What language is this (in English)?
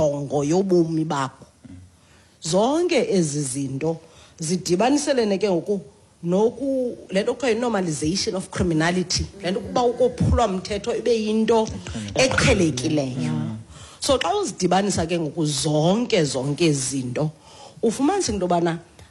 Xhosa